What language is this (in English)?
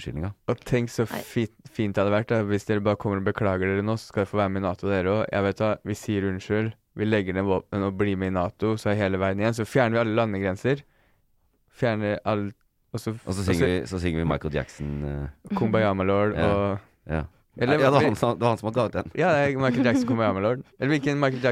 Norwegian